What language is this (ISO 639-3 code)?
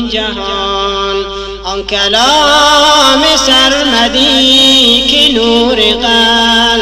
fas